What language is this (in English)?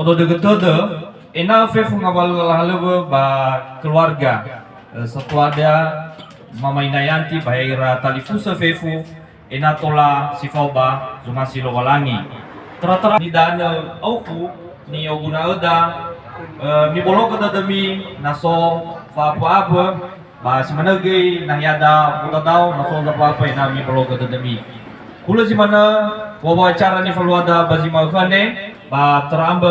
Nias